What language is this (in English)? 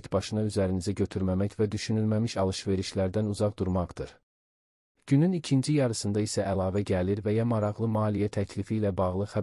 Azerbaijani